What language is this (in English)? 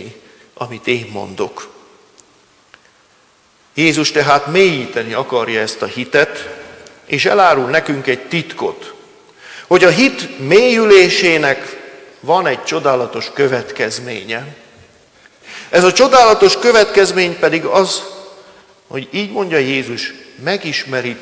Hungarian